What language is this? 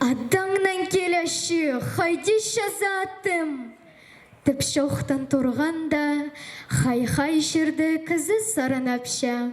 Khakas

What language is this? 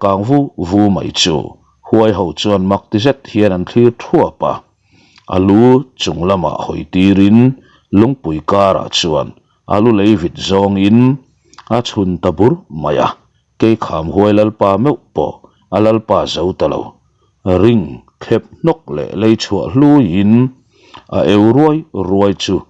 Mizo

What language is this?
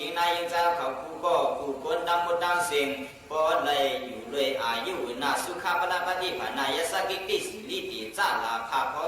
Shan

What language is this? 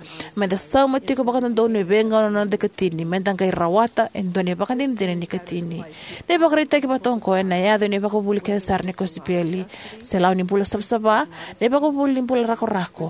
Fijian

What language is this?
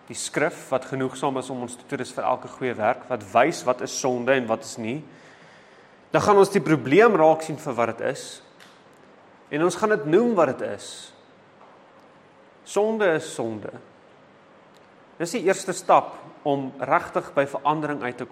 Afrikaans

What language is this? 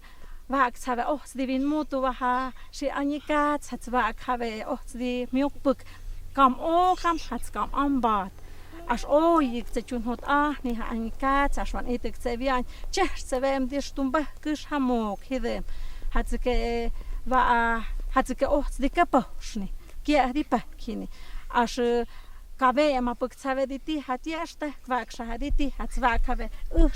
Totontepec Mixe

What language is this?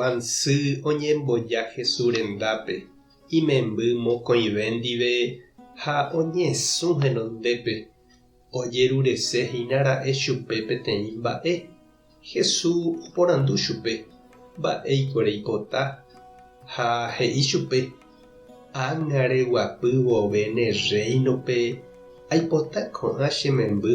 Guarani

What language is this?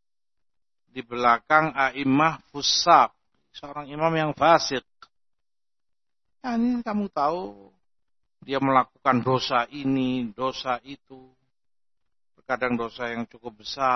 Indonesian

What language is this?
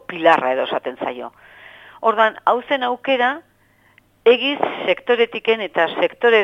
Basque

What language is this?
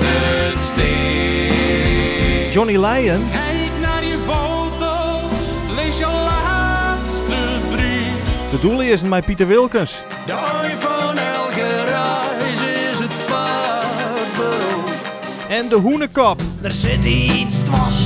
Western Frisian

